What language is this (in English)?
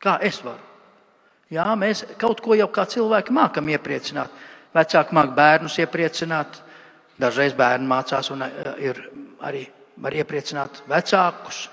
Latvian